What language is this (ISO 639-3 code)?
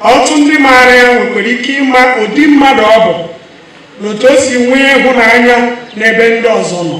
ibo